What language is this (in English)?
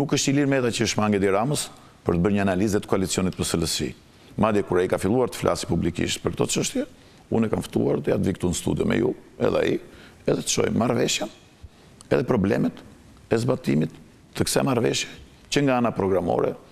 Albanian